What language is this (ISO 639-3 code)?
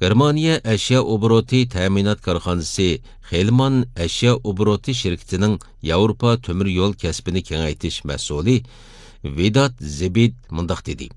uig